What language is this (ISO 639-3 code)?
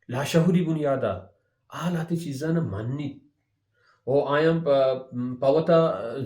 bal